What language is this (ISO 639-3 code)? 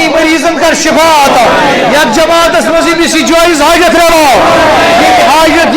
kas